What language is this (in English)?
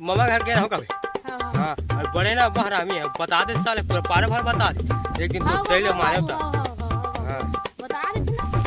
Chhattisgarhi